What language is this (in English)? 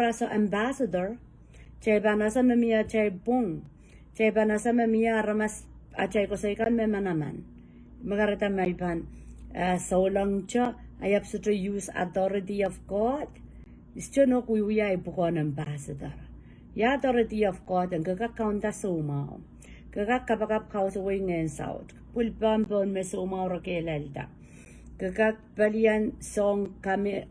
Pohnpeian